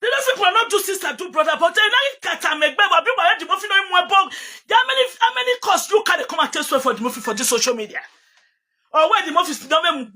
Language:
Nigerian Pidgin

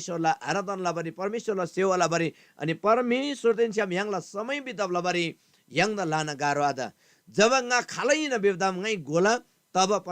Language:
Eastern Tamang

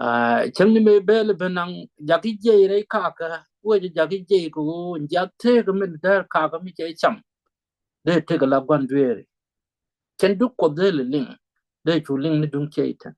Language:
Nuer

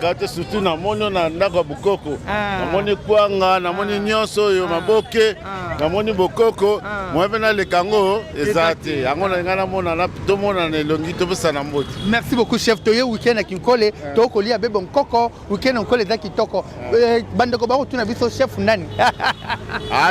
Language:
Lingala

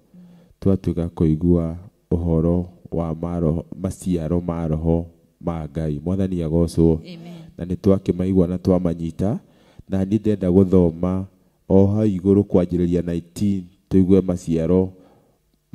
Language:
Kikuyu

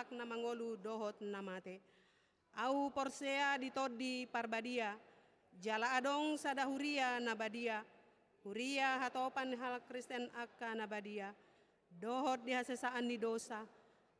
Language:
Batak Toba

